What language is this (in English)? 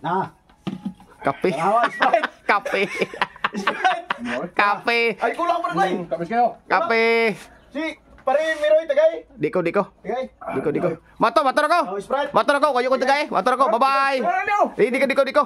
Cebuano